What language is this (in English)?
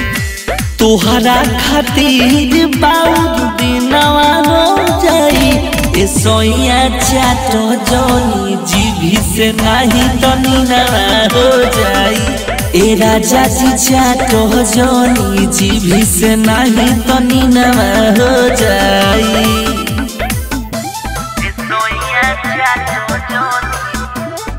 Bhojpuri